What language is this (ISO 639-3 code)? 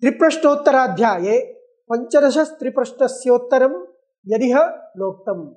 san